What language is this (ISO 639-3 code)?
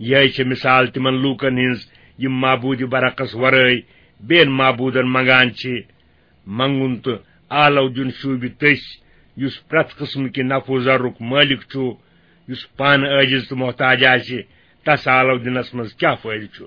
kas